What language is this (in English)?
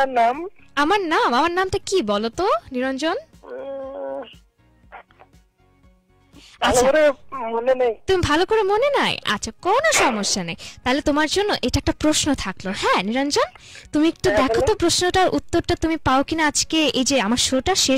Bangla